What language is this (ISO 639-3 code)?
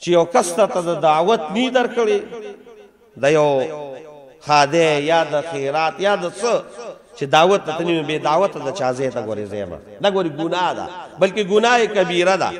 pus